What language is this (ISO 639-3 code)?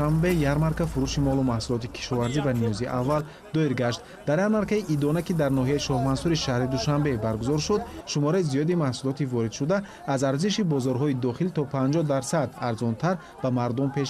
tgk